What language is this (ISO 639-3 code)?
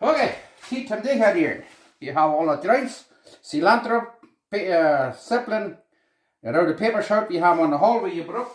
pdt